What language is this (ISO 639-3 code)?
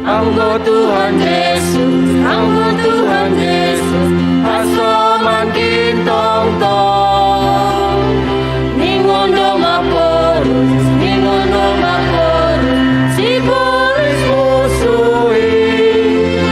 bts